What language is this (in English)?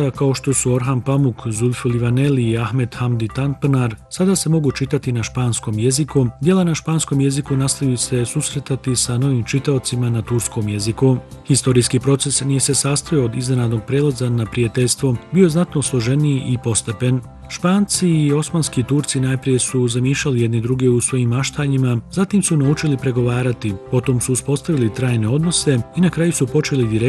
Bosnian